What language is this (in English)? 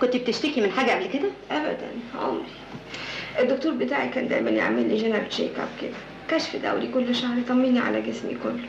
Egyptian Arabic